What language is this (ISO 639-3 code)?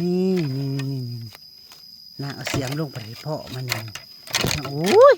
tts